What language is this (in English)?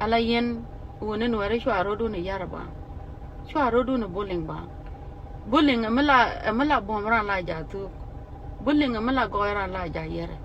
Nuer